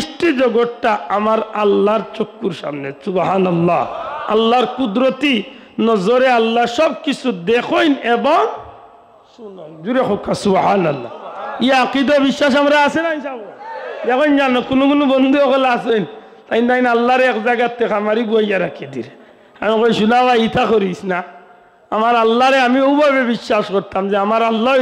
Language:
Sylheti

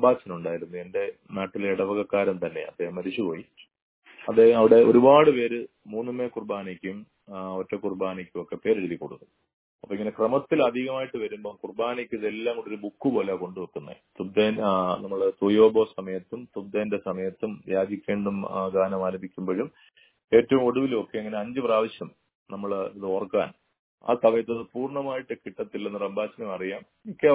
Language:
Malayalam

